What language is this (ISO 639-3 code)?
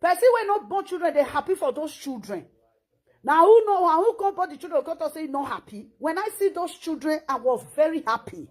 pcm